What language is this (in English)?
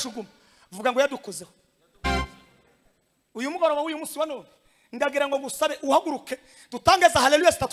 Kinyarwanda